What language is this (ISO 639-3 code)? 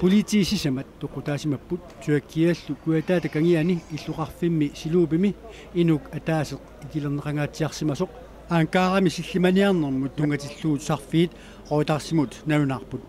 kal